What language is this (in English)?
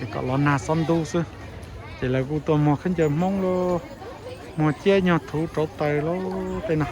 Hmong